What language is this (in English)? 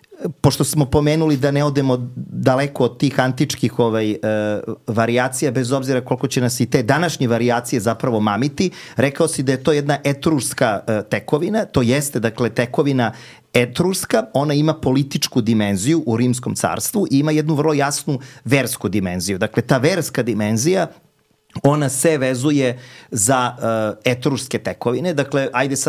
Serbian